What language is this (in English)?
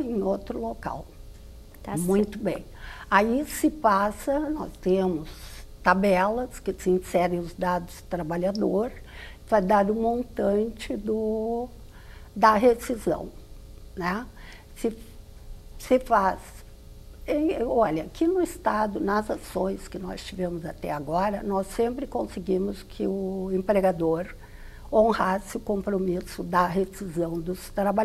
Portuguese